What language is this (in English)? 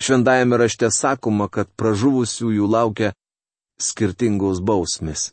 Lithuanian